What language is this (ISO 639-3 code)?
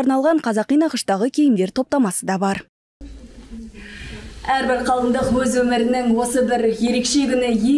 kaz